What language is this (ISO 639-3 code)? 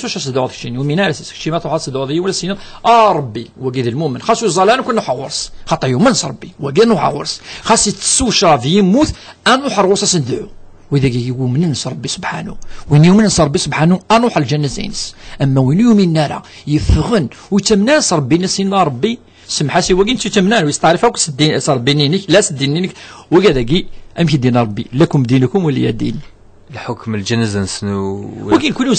kab